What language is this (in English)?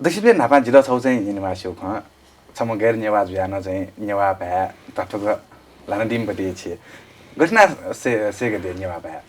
Newari